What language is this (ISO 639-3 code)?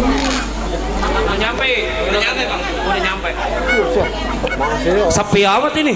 bew